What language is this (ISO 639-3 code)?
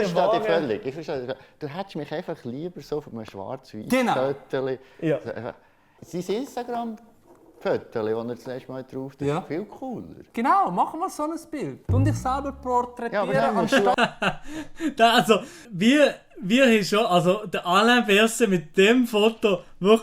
gsw